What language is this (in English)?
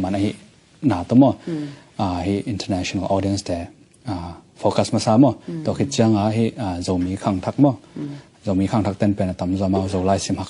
Tedim Chin